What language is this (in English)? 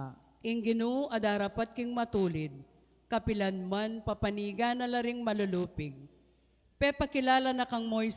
Pampanga